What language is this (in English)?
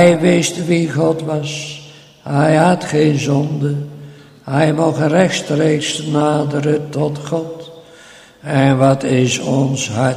Dutch